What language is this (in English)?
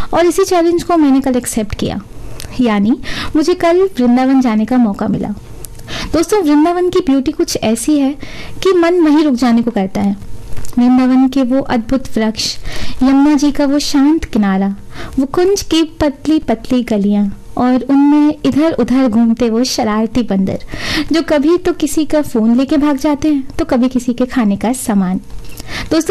Hindi